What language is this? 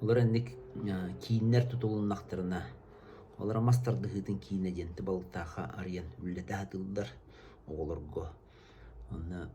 Yakut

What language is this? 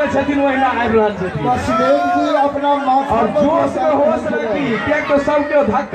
Maithili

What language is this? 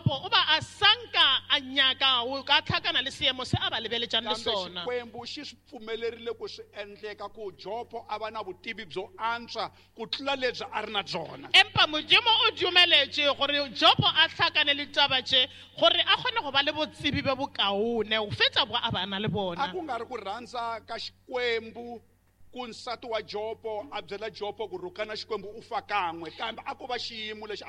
Tsonga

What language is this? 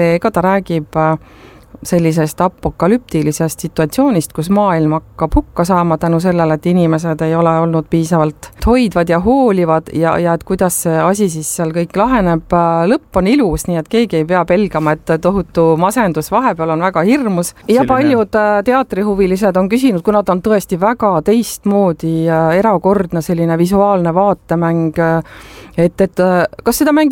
Estonian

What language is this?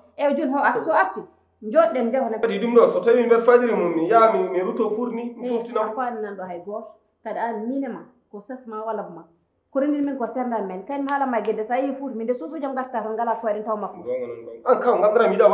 Fula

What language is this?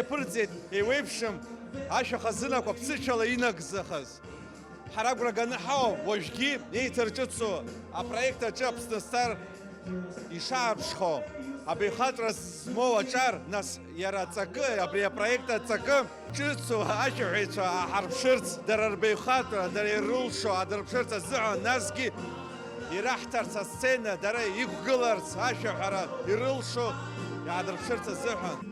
Abkhazian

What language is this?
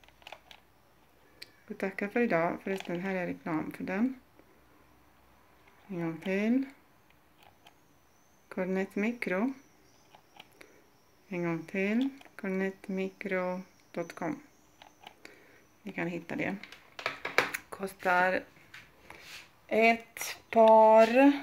Swedish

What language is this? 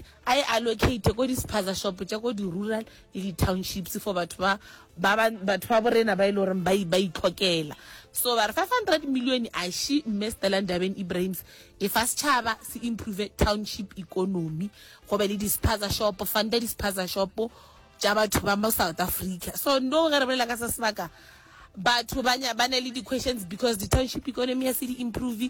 Northern Sotho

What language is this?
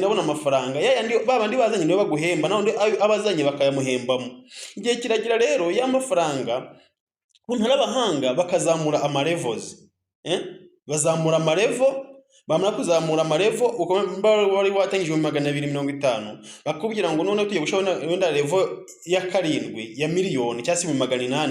Kinyarwanda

